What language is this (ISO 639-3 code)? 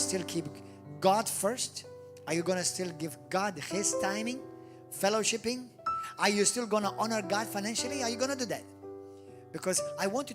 eng